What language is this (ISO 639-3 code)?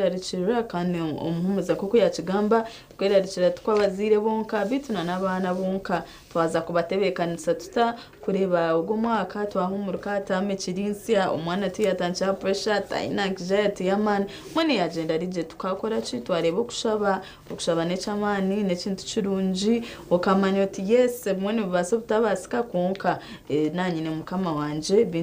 nyn